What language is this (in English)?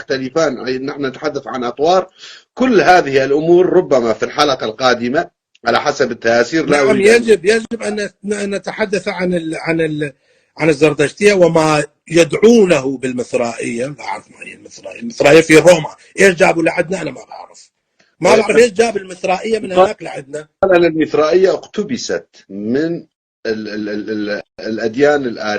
North Levantine Arabic